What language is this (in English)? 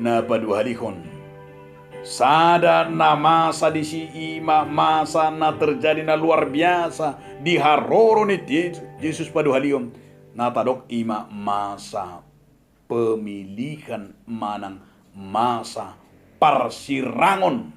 Batak Toba